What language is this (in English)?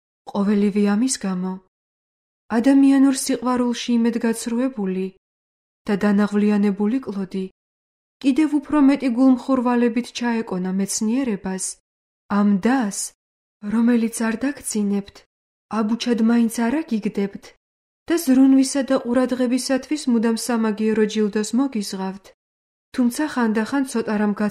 Georgian